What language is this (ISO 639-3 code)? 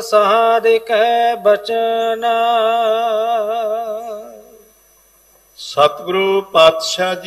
pan